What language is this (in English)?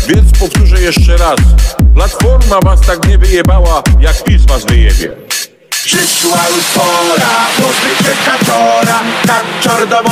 Polish